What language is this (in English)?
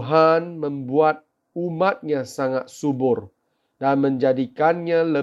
Malay